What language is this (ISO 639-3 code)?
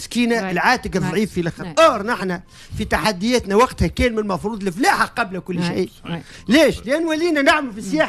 aeb